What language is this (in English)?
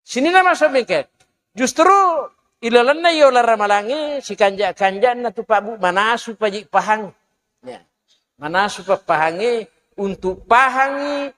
Buginese